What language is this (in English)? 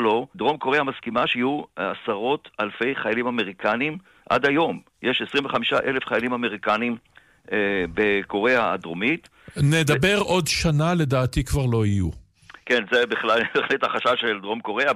Hebrew